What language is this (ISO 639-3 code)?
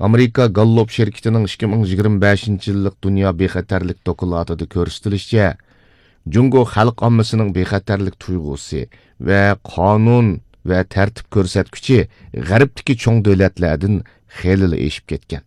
uig